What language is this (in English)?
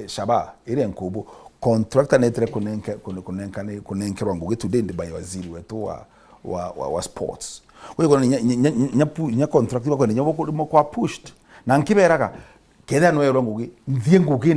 Meru